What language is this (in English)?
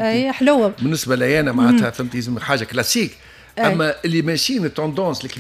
Tunisian Arabic